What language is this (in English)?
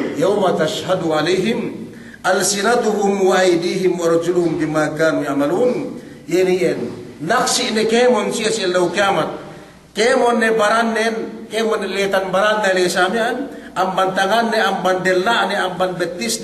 Yakan